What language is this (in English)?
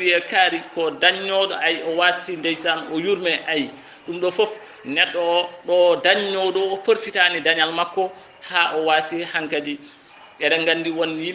Fula